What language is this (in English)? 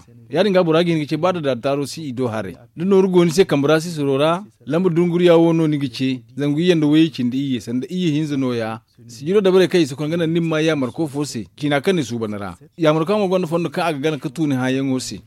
Zarma